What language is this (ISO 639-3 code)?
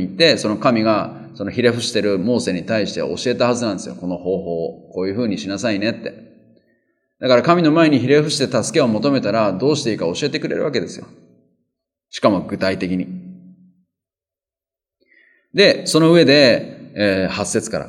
jpn